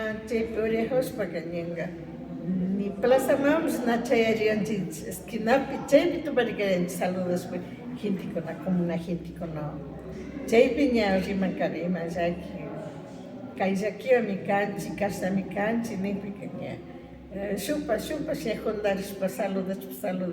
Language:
Imbabura Highland Quichua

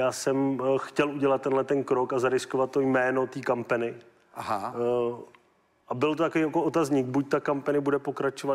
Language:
Czech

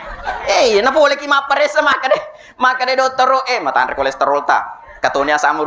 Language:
Buginese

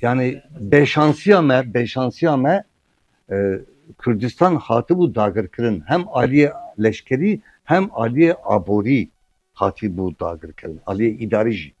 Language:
Kurdish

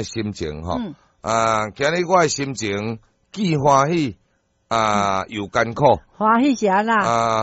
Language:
Min Nan Chinese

